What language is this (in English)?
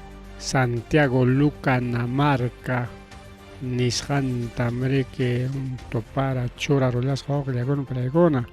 Ayacucho Quechua